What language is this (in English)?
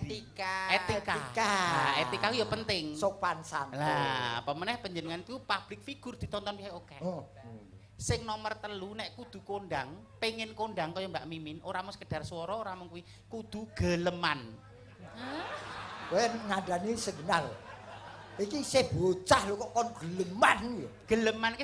Javanese